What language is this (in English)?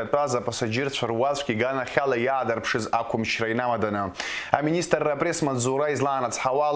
Abkhazian